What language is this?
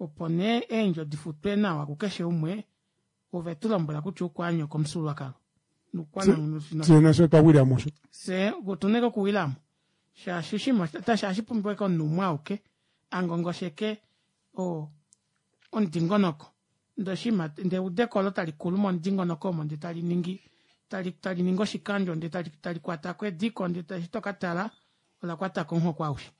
Kuanyama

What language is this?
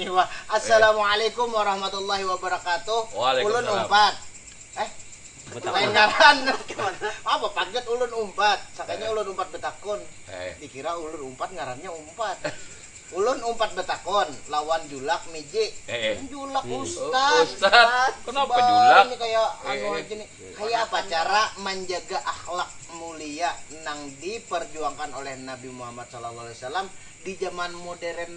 Banjar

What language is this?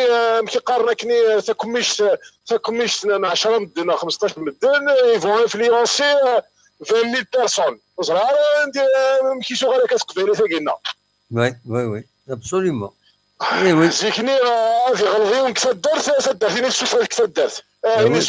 Kabyle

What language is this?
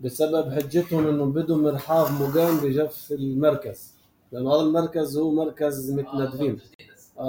North Levantine Arabic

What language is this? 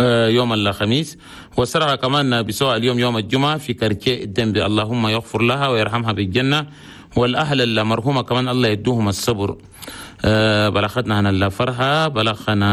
Chadian Arabic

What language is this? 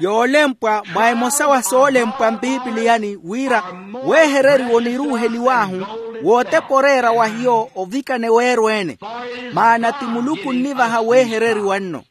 Makhuwa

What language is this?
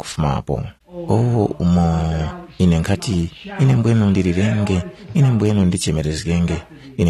Tumbuka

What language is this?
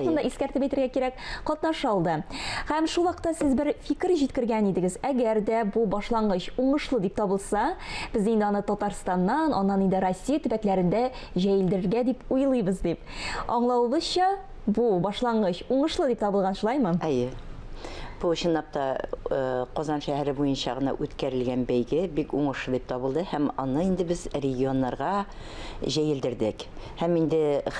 Tatar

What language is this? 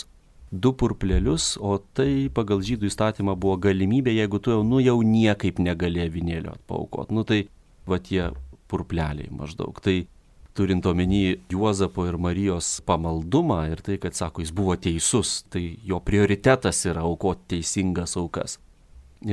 Lithuanian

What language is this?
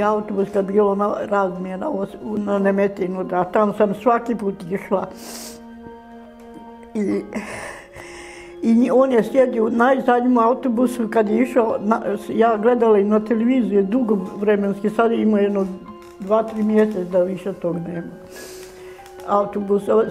Croatian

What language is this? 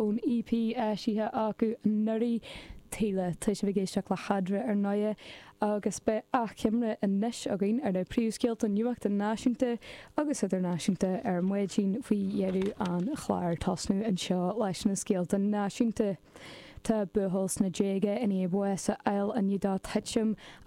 Irish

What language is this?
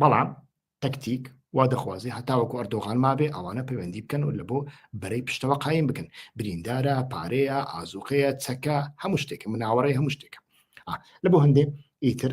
Central Kurdish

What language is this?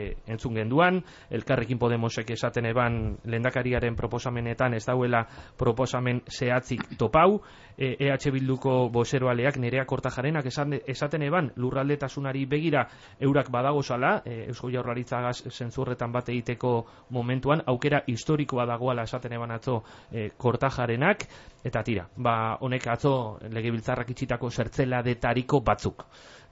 Basque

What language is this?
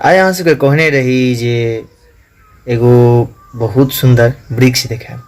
Maithili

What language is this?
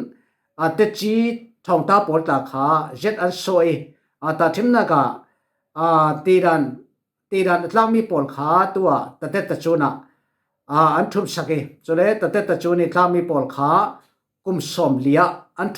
Falam Chin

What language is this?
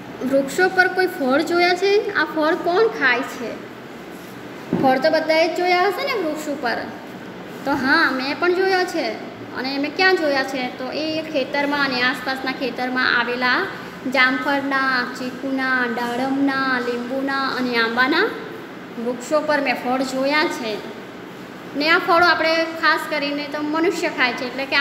Gujarati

